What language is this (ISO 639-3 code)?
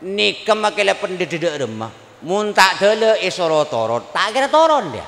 mad